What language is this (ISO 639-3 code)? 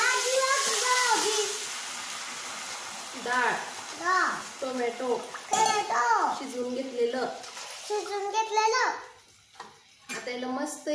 mar